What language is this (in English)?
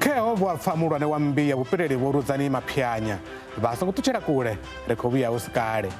Venda